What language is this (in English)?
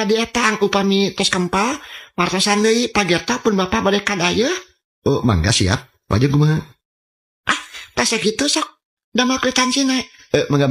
Sundanese